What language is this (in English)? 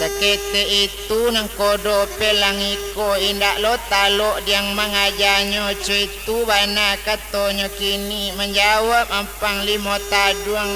Minangkabau